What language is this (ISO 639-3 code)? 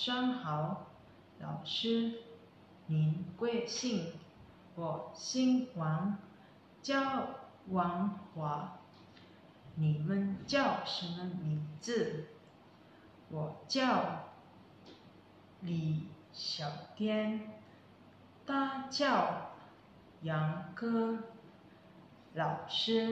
zho